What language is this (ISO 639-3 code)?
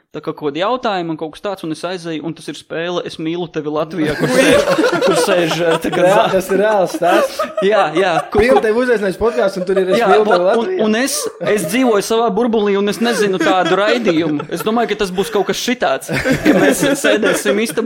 lav